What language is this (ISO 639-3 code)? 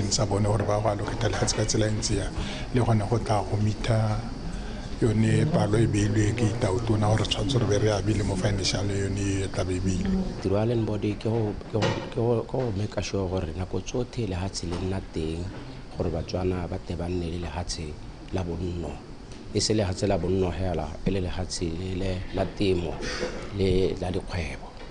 tsn